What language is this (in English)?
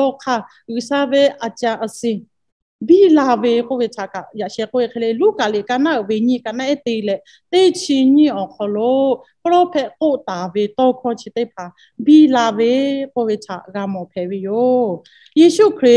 Lahu